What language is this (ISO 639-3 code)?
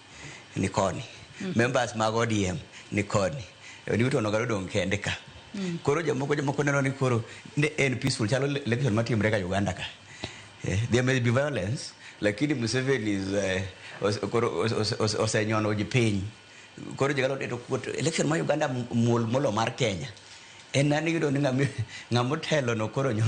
luo